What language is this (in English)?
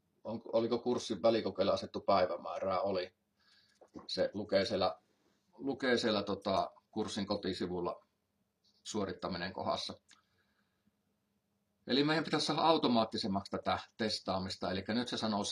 Finnish